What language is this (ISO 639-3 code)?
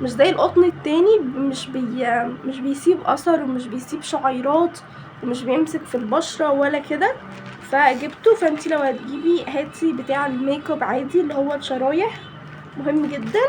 arz